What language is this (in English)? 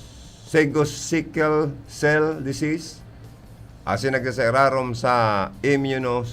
Bikol